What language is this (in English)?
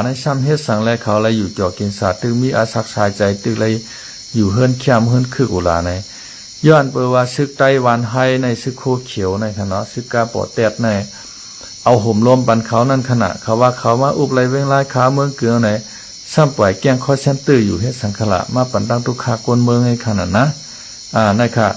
Shan